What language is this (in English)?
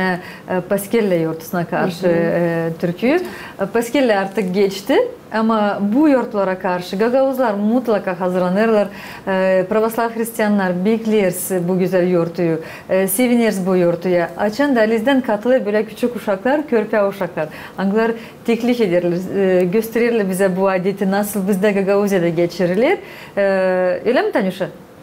Gagauz